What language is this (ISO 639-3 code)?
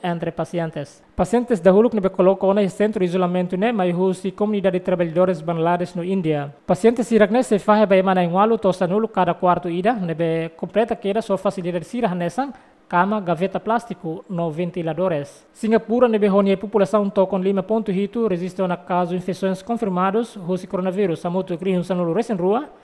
tet